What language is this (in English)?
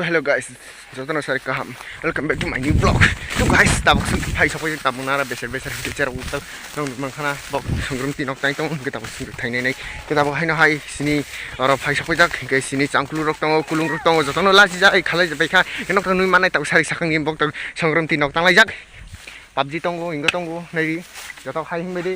Kok Borok